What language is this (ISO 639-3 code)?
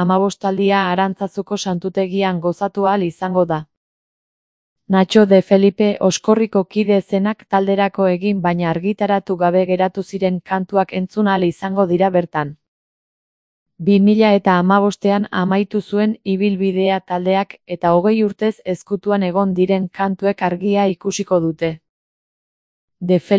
eus